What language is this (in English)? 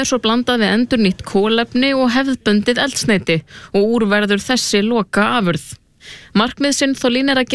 Icelandic